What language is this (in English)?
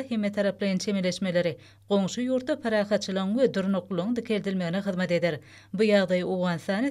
Turkmen